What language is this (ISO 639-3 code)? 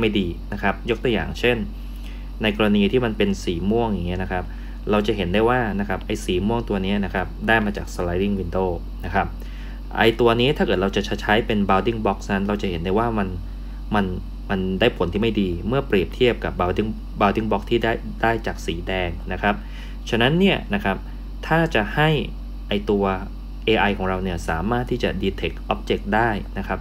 tha